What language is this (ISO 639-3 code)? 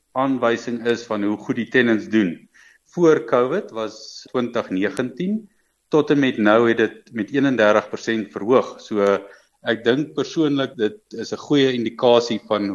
afr